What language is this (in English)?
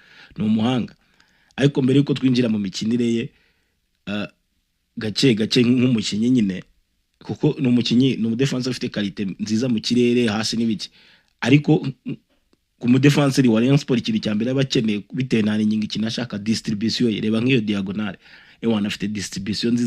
Kinyarwanda